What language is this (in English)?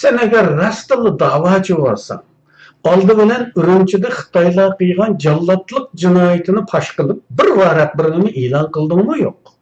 Uyghur